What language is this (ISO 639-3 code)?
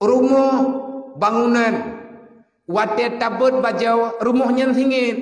ace